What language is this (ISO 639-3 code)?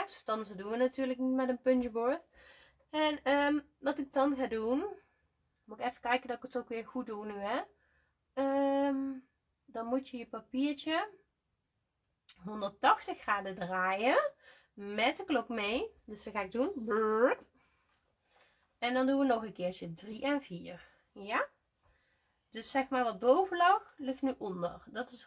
nld